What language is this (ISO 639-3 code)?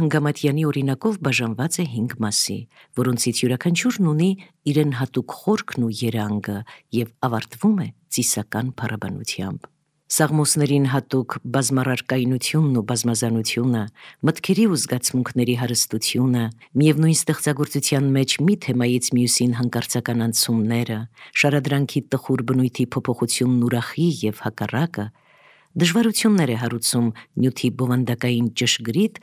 hye